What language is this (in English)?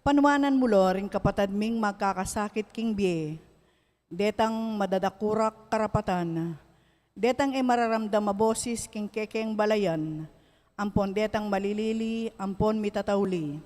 Pampanga